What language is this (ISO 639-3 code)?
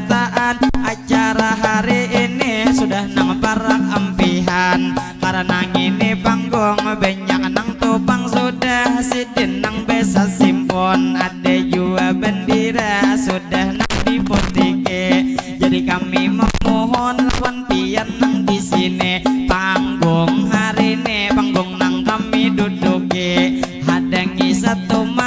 bjn